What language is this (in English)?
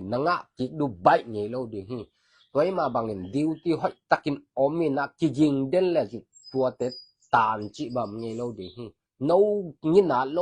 Tedim Chin